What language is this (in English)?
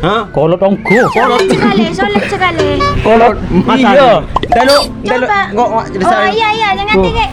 Madurese